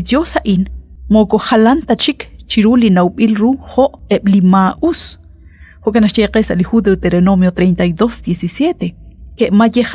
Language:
Kekchí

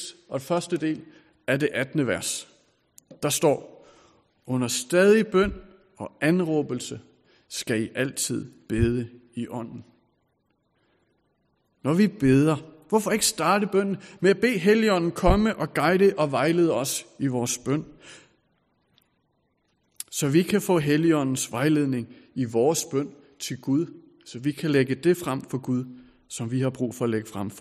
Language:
Danish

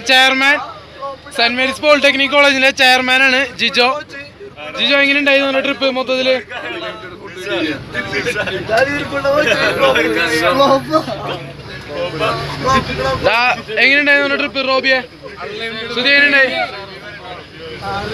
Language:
Malayalam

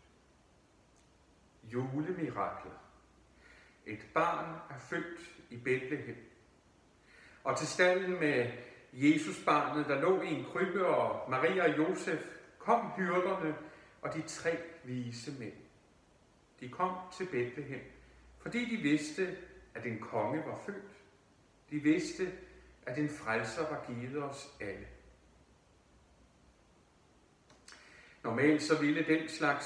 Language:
Danish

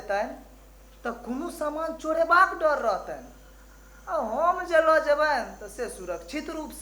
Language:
Maithili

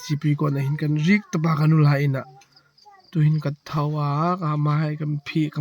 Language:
Hmar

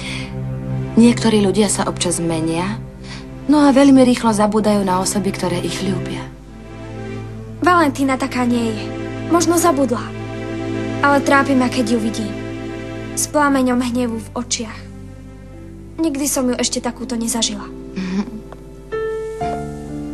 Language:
Slovak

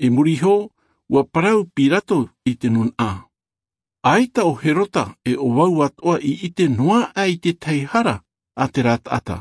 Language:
Tahitian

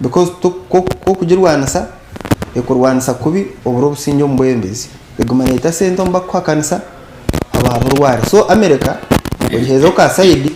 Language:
Nyankole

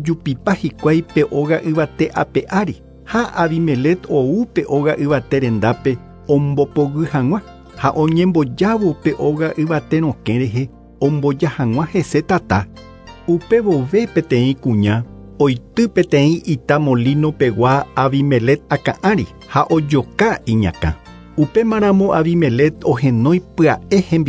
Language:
Guarani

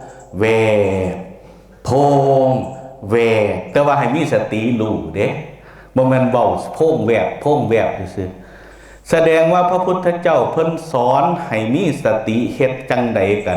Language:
Lao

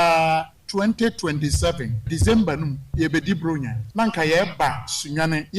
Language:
Akan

